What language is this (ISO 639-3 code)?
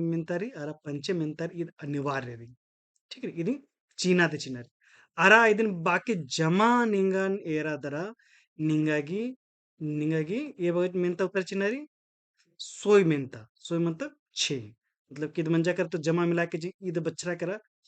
kru